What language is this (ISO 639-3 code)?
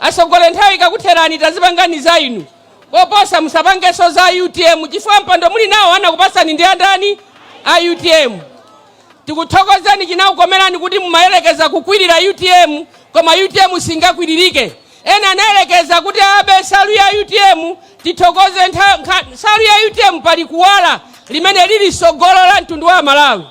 nya